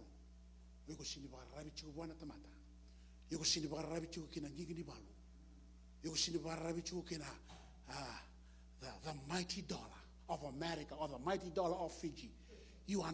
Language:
Fijian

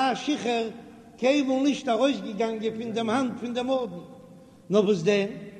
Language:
Yiddish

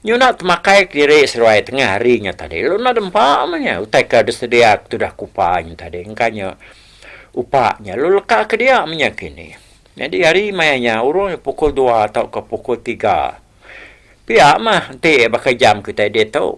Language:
Iban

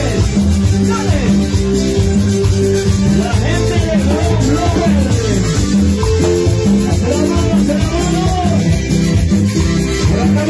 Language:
Spanish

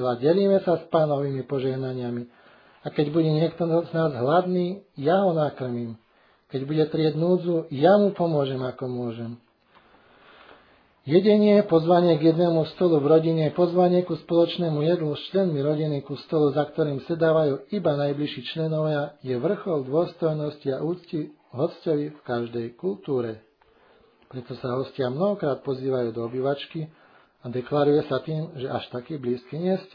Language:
Slovak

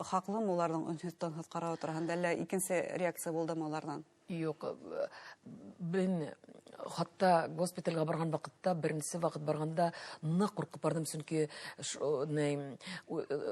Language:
Bashkir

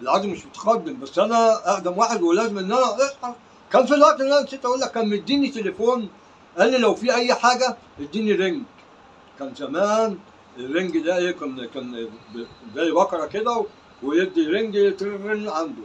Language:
Egyptian Arabic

